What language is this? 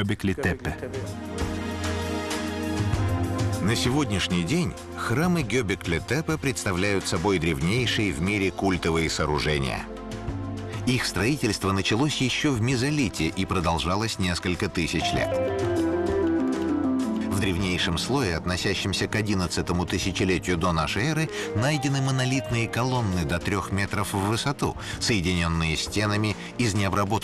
Russian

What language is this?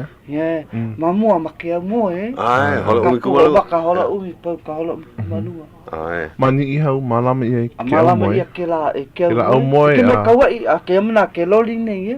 Hawaiian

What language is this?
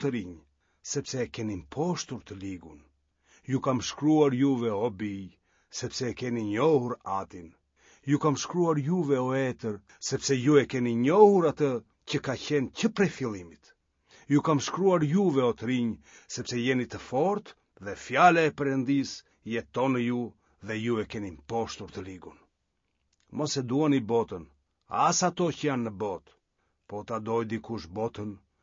Albanian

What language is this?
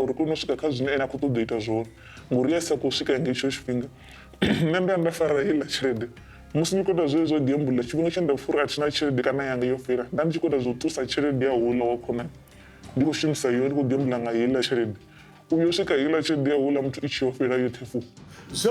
Venda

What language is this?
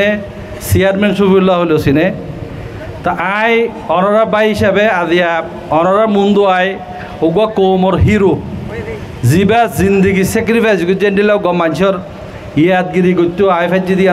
Rohingya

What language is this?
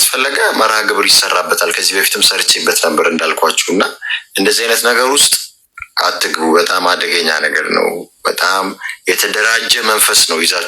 Amharic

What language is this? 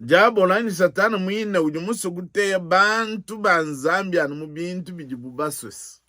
Luba-Lulua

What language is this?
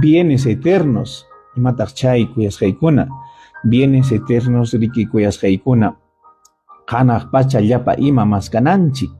Ayacucho Quechua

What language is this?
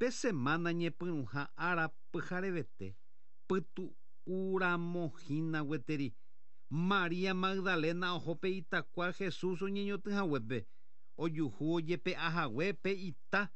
Guarani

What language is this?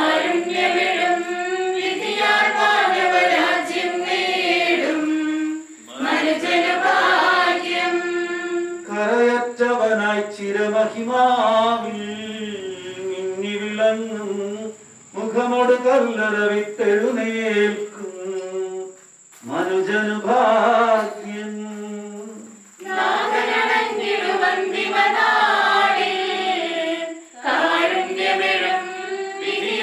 Malayalam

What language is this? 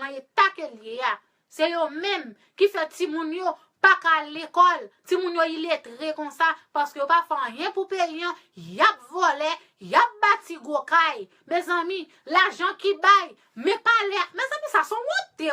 Haitian Creole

